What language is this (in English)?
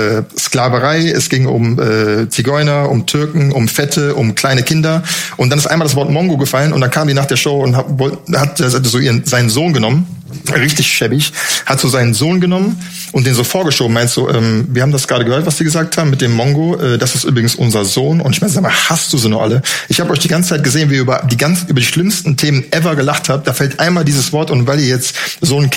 German